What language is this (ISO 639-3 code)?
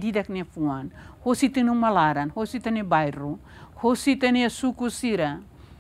tet